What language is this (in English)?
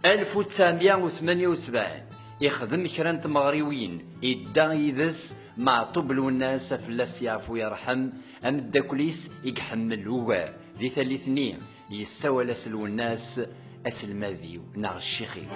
Kabyle